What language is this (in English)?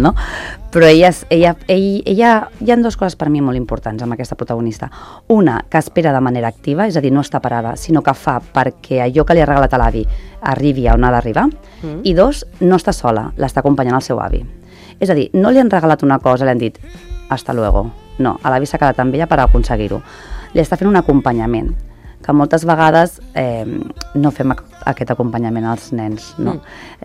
Catalan